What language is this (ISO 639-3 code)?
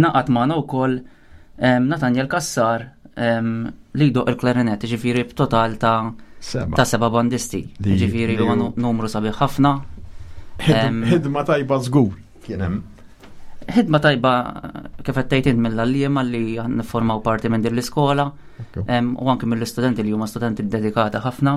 mlt